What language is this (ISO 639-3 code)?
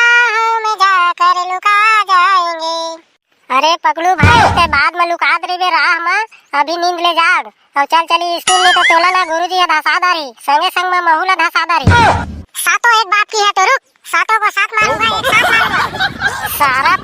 hne